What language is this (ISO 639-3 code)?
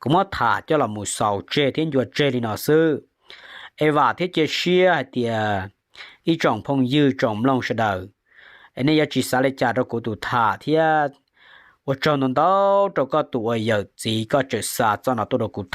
hmn